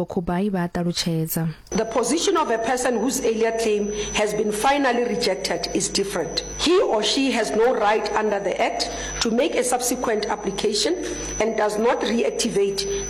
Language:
Venda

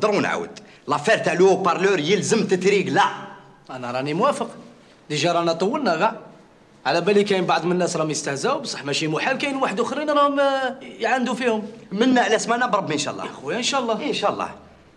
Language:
Algerian Arabic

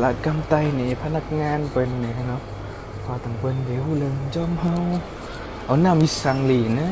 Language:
Shan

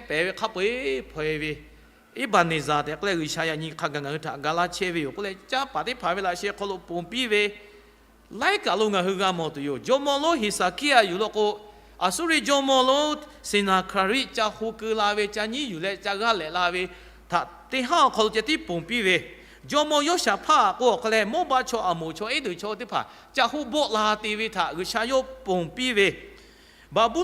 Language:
Lahu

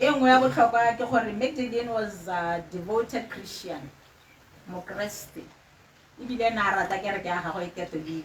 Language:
Tswana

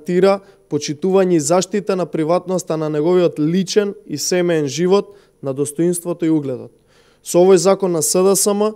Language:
Macedonian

